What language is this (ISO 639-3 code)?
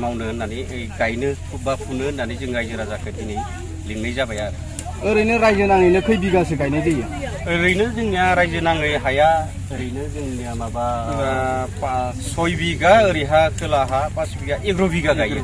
brx